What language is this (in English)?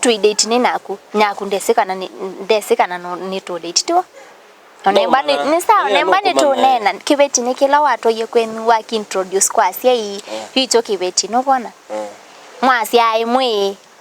Kamba